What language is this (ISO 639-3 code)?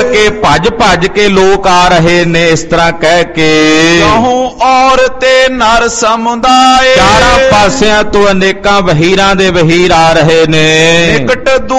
pan